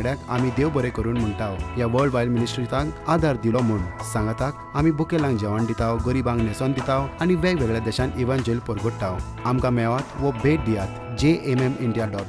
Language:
Konkani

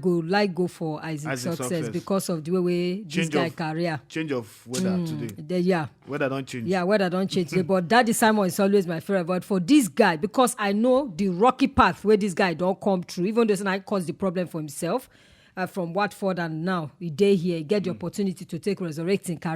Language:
Nigerian Pidgin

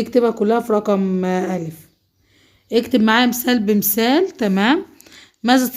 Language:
Egyptian Arabic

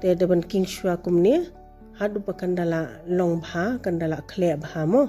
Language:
Khasi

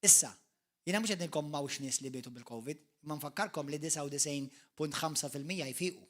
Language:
Maltese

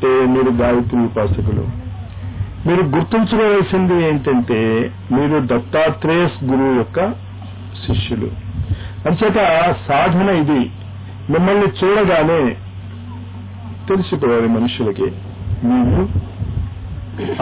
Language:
Telugu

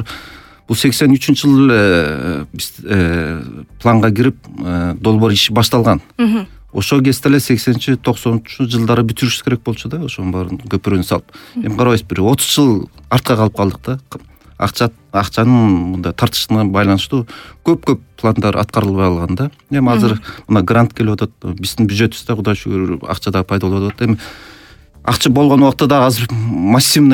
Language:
Kyrgyz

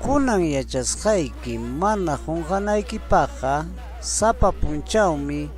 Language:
Ayacucho Quechua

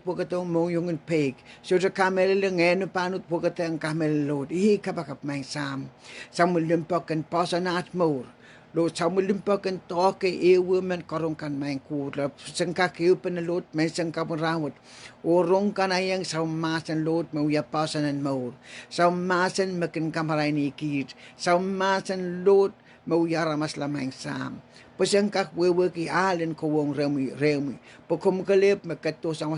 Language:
Pohnpeian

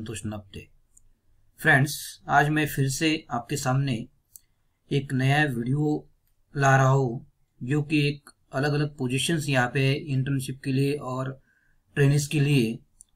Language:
Hindi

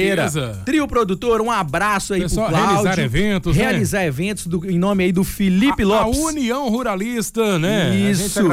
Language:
Portuguese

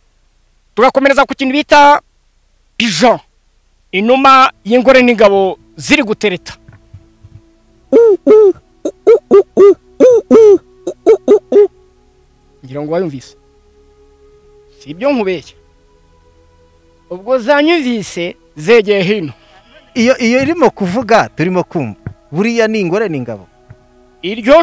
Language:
Kinyarwanda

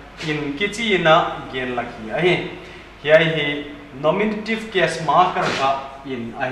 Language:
Paite Chin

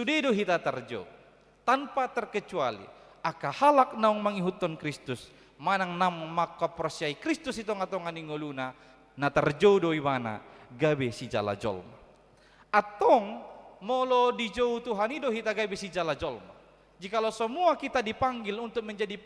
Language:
Batak Toba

